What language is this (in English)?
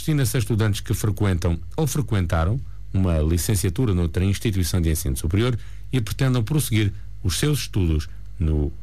Portuguese